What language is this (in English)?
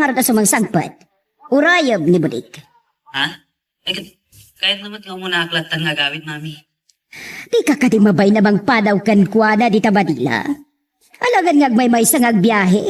Iloko